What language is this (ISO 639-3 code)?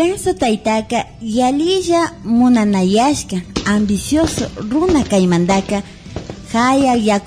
qvi